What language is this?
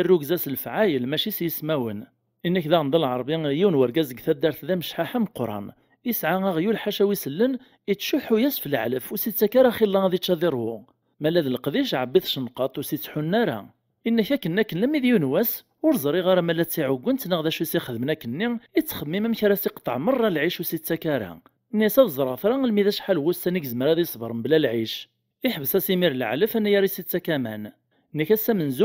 Kabyle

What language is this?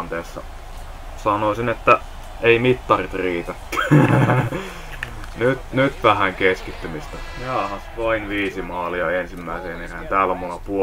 Finnish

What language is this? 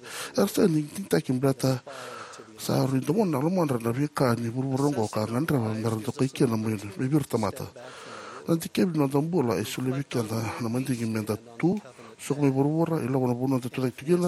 Fijian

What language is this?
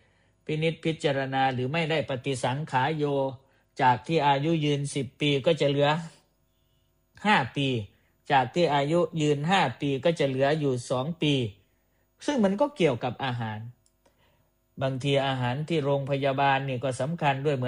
Thai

